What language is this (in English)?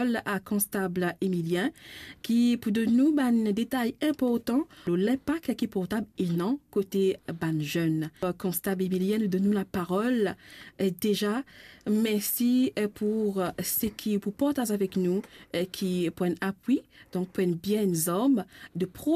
Morisyen